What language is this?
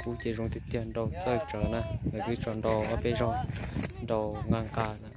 Hmong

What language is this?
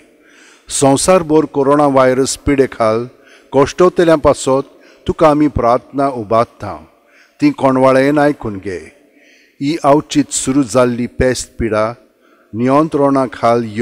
Konkani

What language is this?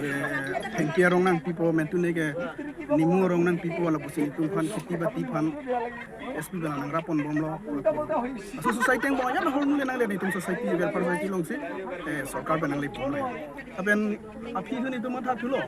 Karbi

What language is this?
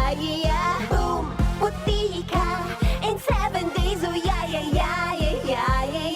Bikol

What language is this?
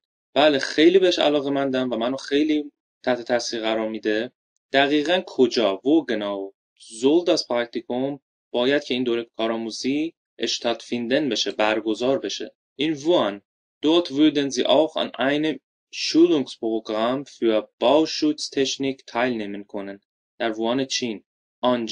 Persian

